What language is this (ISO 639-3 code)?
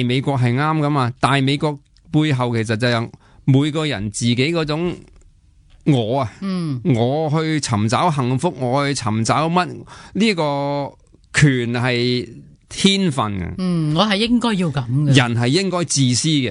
yue